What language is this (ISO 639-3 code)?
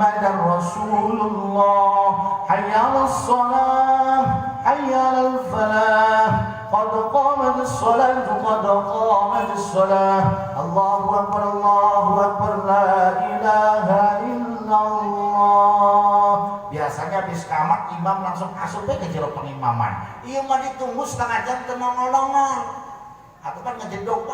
sun